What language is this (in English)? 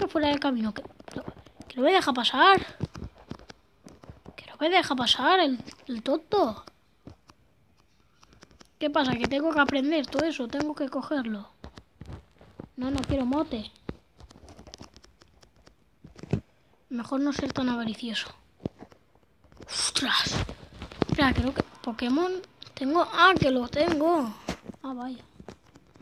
Spanish